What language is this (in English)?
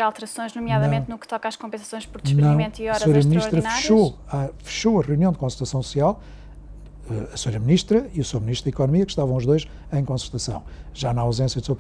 Portuguese